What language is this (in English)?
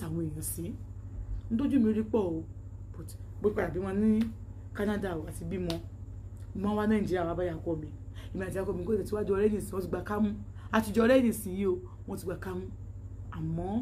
Yoruba